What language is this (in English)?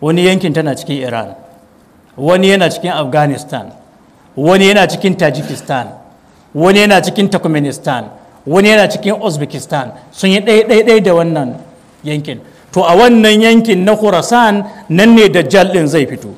Hausa